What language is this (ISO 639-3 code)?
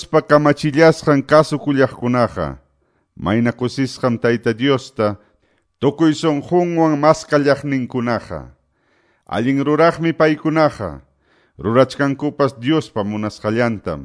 que